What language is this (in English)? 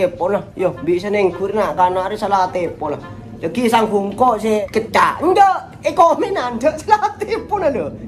Madurese